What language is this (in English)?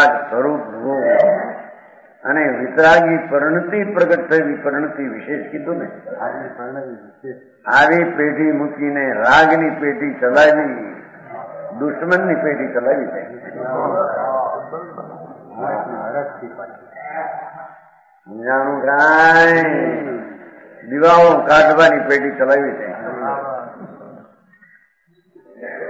Gujarati